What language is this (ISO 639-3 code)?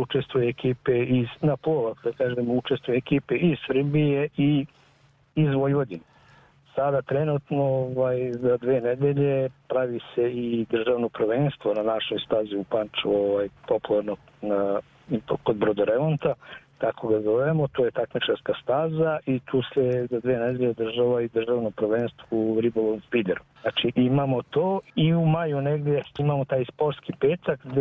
srp